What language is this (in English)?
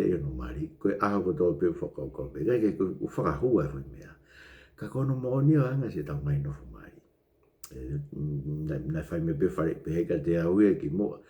Tongan